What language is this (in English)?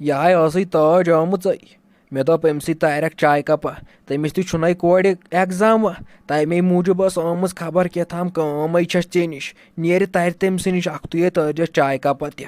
Kashmiri